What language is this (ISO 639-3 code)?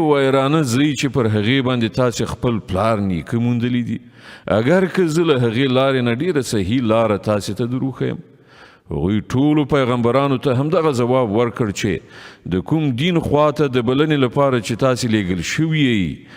pus